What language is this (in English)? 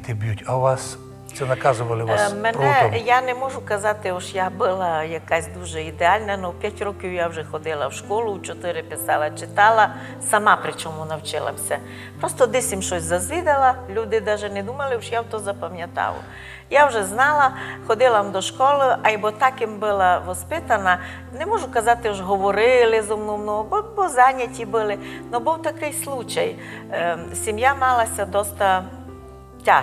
Rusyn